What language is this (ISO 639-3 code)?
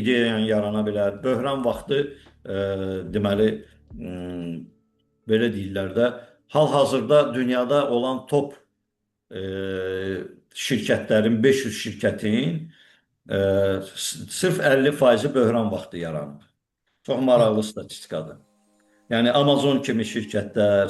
aze